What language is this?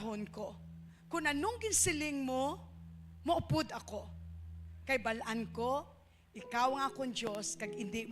Hiligaynon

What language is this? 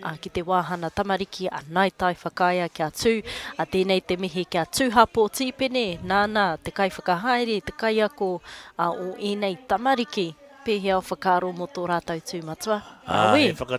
Māori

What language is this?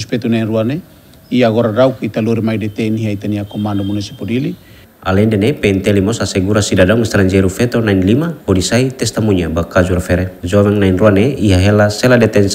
Tetum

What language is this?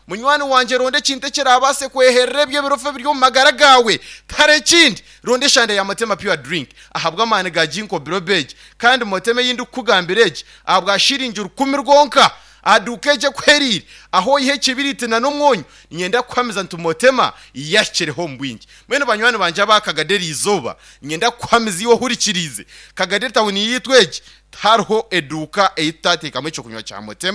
Nyankole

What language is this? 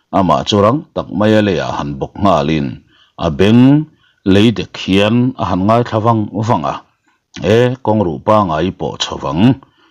Mizo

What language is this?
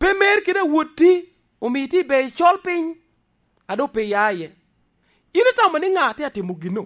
Lango (Uganda)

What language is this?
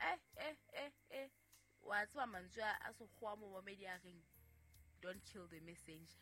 Southern Sotho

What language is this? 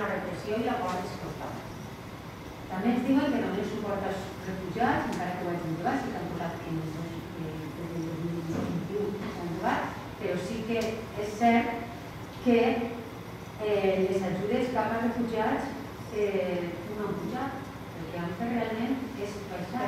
Catalan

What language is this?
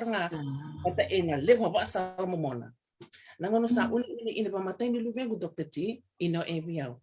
Fijian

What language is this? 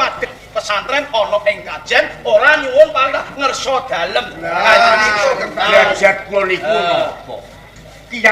Javanese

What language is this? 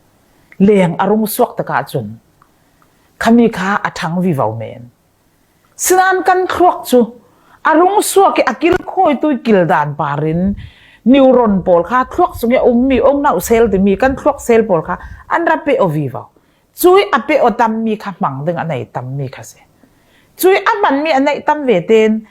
Falam Chin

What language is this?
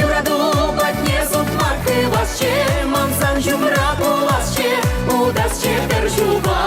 Chuvash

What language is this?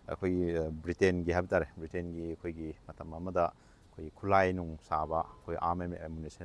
Manipuri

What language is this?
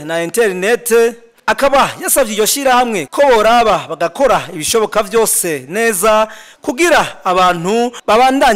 Rundi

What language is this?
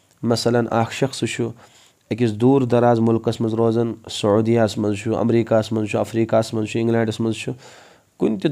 Kashmiri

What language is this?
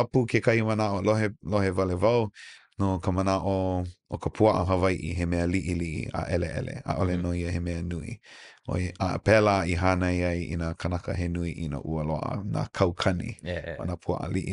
Hawaiian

